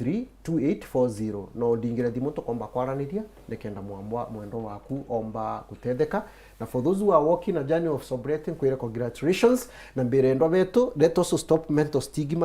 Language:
Meru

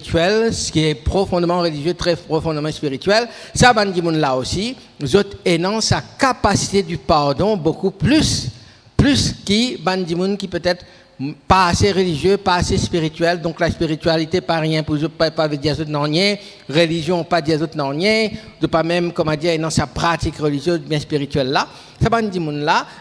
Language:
Morisyen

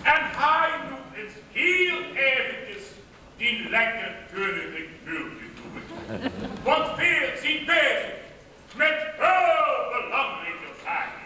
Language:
Limburgish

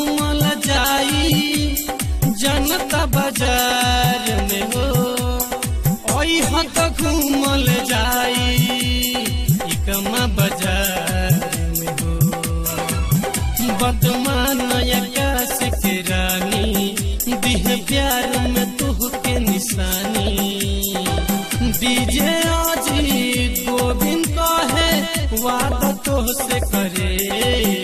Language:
Bhojpuri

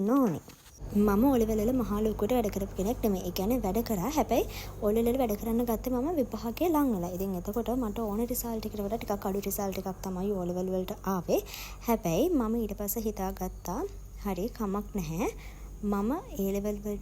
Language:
Sinhala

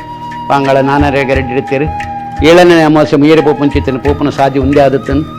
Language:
Tulu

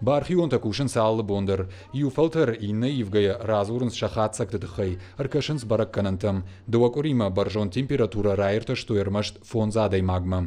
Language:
Ossetic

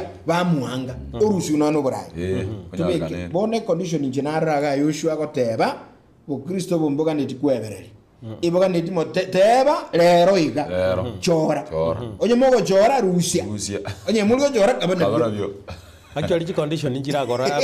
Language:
Gusii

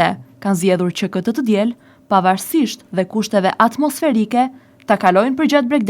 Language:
Albanian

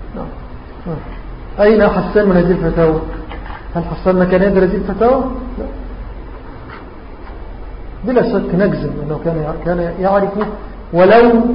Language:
Arabic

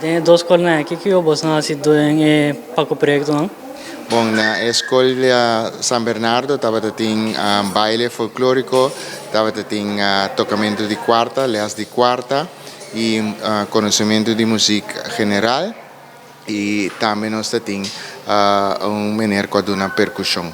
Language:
Papiamento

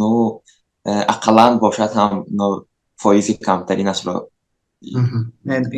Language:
Tajik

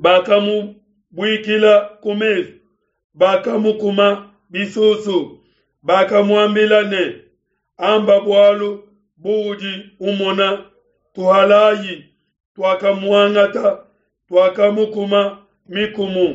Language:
Luba-Lulua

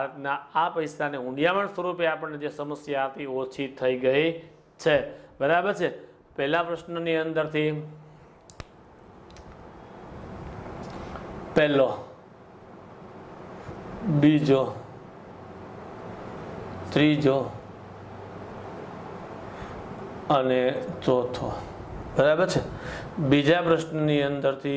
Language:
Gujarati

